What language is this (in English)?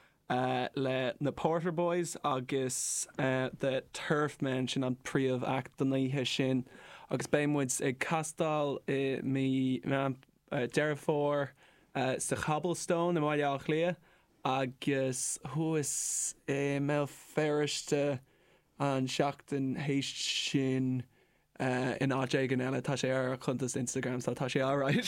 Irish